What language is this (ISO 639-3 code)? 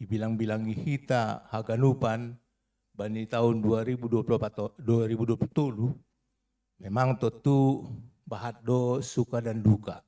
bts